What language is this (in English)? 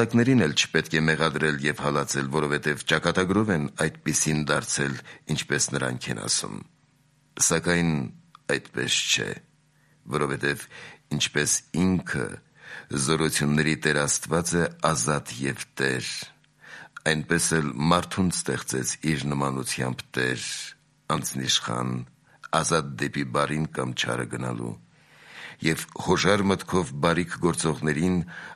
Armenian